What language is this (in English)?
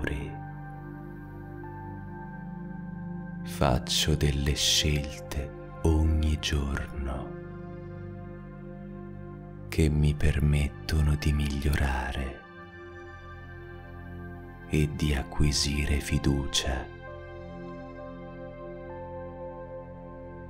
Italian